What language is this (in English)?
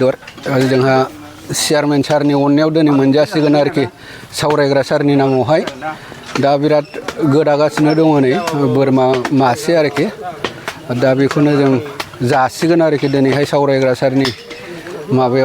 Bodo